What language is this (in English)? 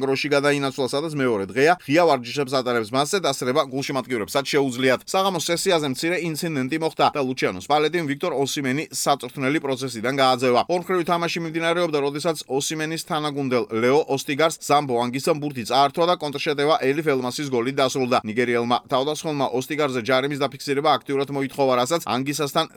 Georgian